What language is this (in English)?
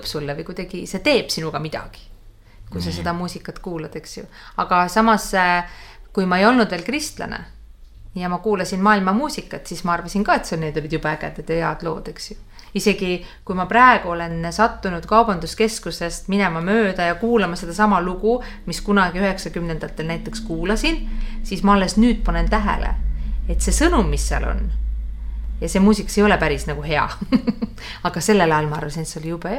Estonian